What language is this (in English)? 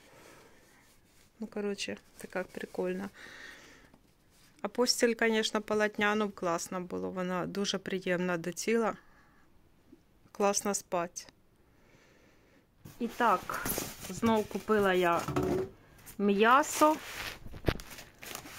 Ukrainian